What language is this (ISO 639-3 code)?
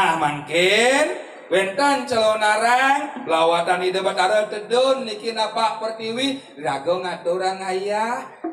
ban